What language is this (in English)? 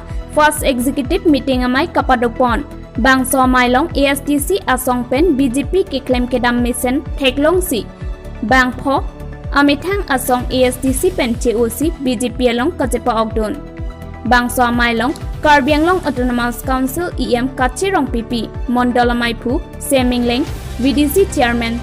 Karbi